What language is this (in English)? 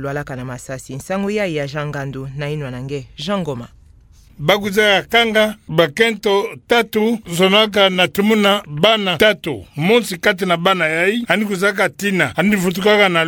Kituba (Democratic Republic of Congo)